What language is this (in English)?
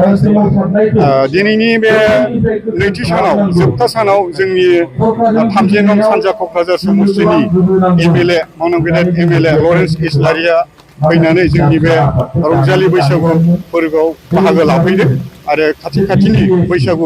Bodo